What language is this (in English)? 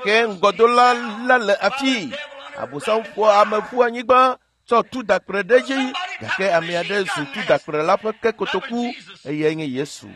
Ewe